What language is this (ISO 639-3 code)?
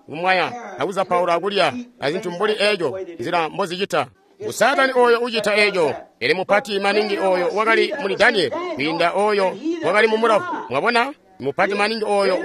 toi